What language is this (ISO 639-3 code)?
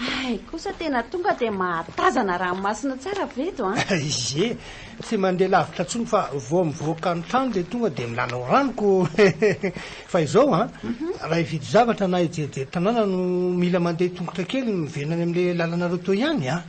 mlg